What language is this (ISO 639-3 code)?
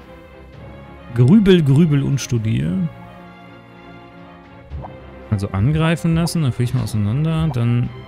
deu